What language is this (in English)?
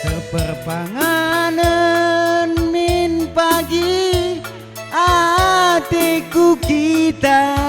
Batak Karo